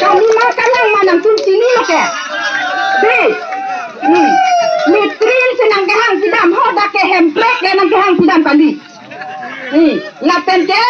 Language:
Karbi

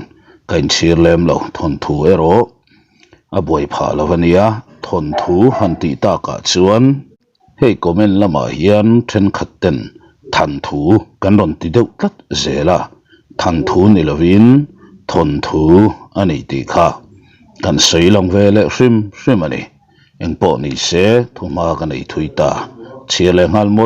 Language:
Mizo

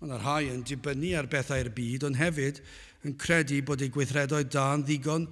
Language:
Welsh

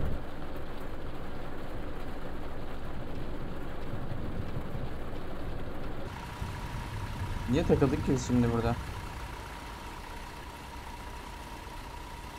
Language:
Turkish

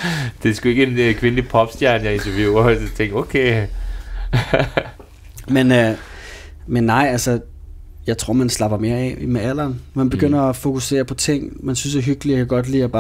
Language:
Danish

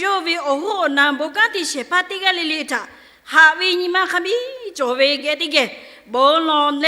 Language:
Lahu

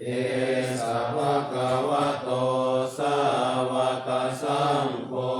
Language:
Pali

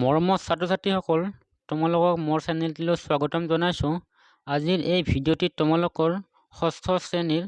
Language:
Assamese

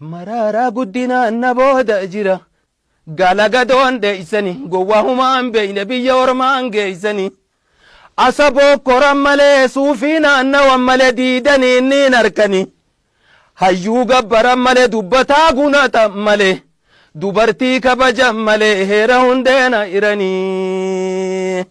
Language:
Oromo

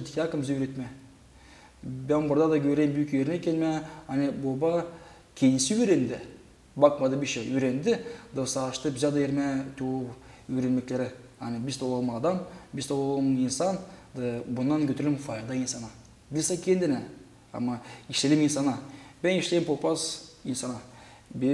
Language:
Gagauz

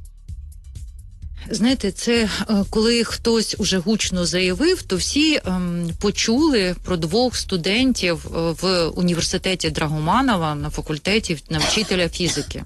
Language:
Ukrainian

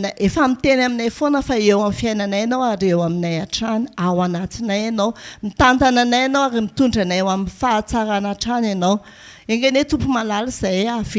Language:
Malagasy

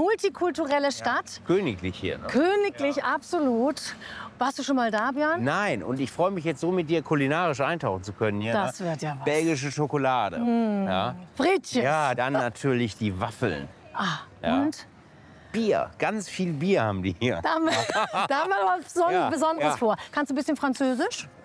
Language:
German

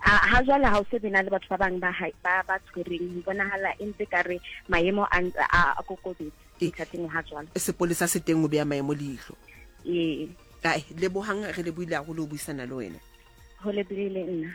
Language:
Southern Sotho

